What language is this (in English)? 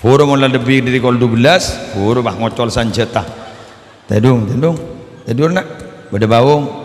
Madurese